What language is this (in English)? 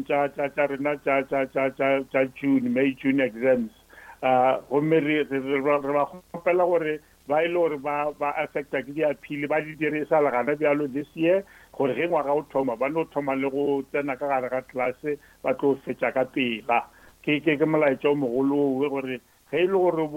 Northern Sotho